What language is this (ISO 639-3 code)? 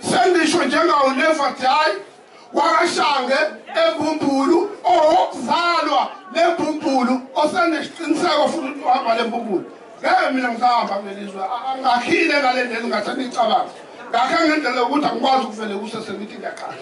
zul